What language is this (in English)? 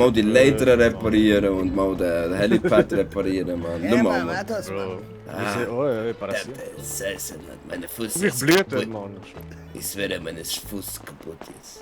Swiss German